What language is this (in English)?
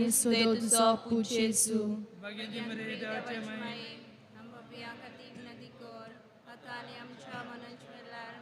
Konkani